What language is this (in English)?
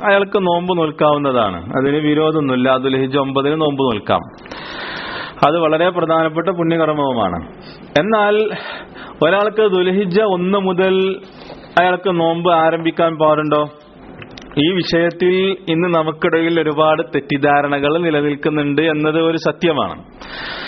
Malayalam